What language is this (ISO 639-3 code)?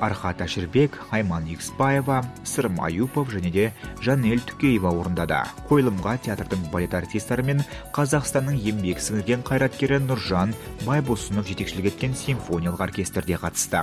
kaz